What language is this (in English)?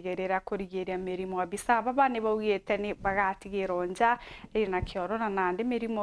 Meru